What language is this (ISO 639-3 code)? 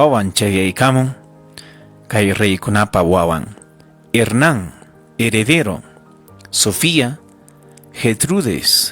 quy